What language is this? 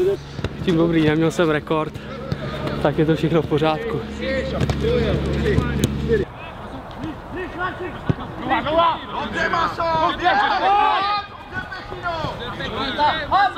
Czech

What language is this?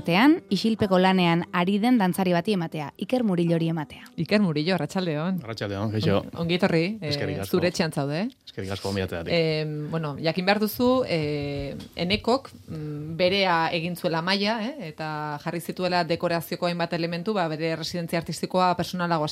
Basque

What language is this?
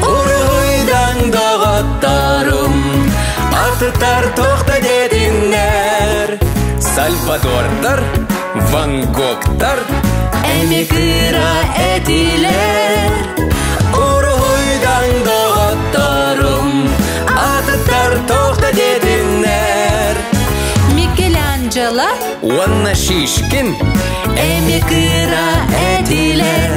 Yakut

